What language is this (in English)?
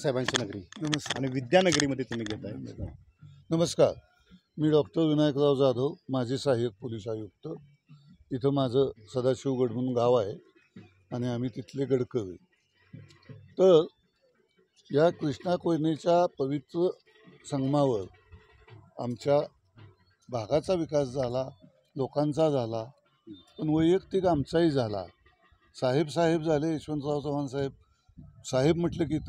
Marathi